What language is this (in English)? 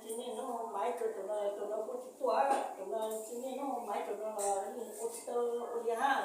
Hmong